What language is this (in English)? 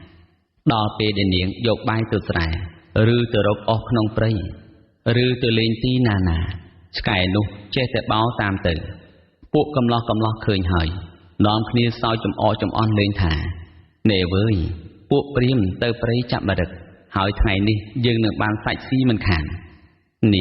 Khmer